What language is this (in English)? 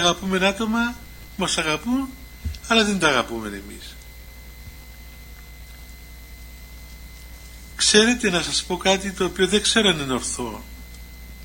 Greek